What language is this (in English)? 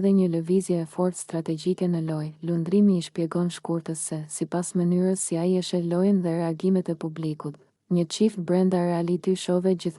Albanian